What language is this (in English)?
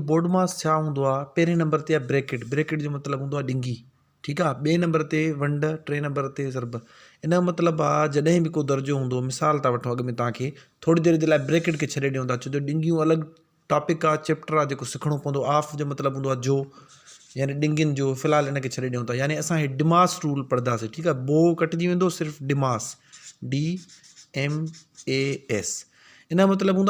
Sindhi